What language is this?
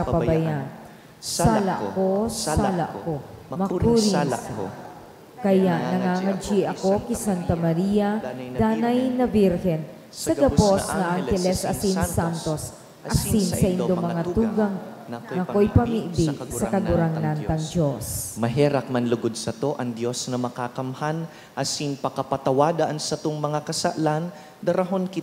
Bikol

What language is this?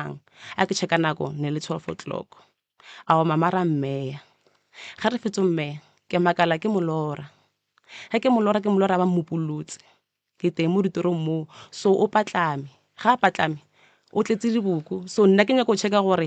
Northern Sotho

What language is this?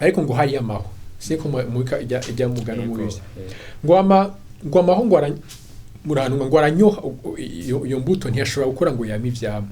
Rundi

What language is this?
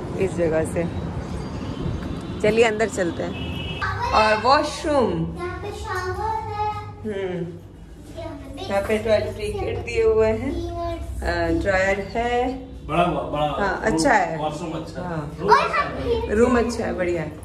Hindi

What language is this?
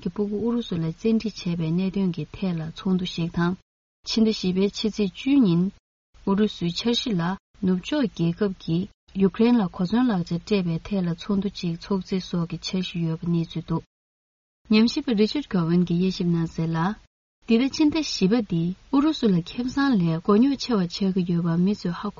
Tibetan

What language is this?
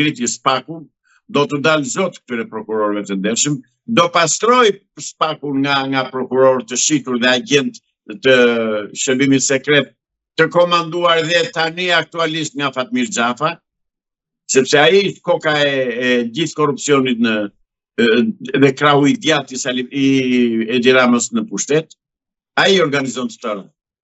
Albanian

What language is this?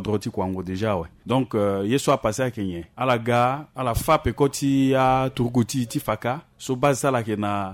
Sango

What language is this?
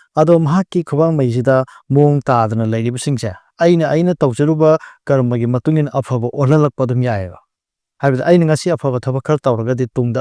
Manipuri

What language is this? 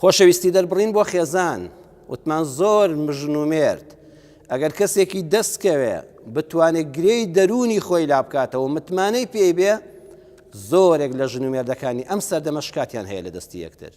Central Kurdish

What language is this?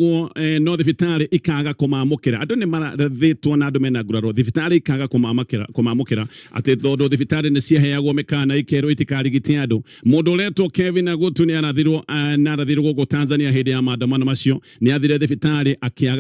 Kikuyu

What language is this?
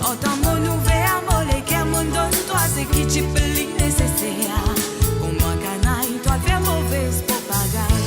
Morisyen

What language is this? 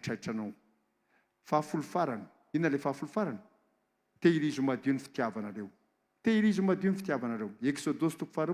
Malagasy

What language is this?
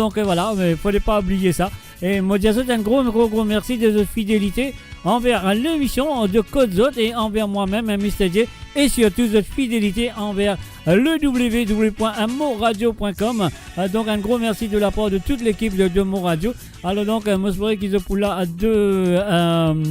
Morisyen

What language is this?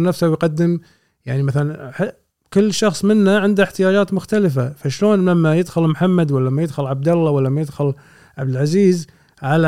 Gulf Arabic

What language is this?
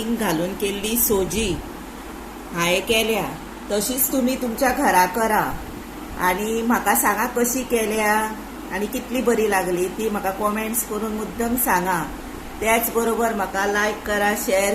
Konkani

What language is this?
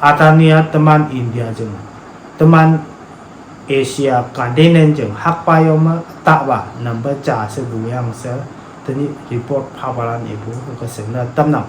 Konyak Naga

